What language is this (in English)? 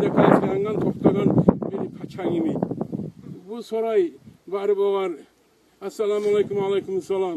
Kumyk